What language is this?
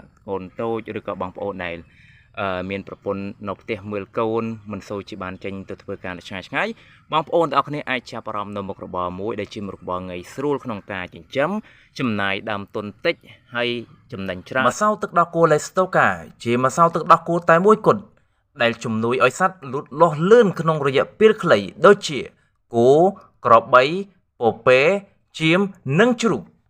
Khmer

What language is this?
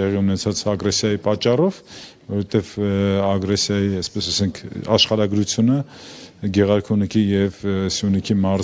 Armenian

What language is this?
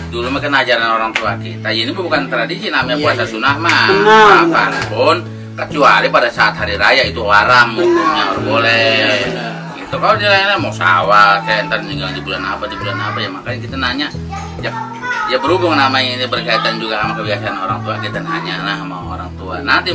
Betawi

